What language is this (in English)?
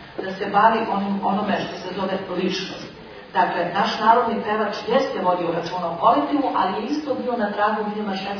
Serbian